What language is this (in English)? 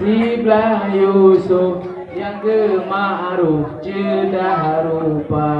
Achinese